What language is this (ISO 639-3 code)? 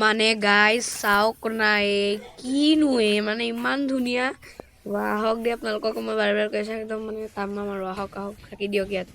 asm